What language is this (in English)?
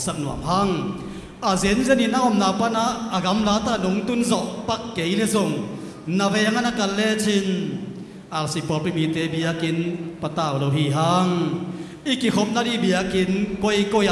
Tedim Chin